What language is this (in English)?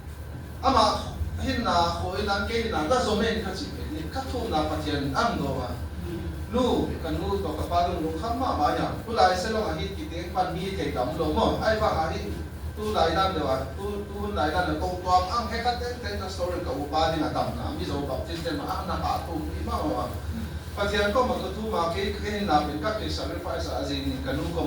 Tedim Chin